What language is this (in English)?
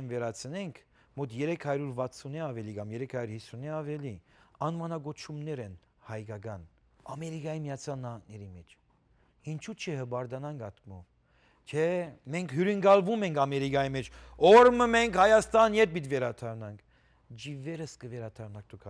Western Armenian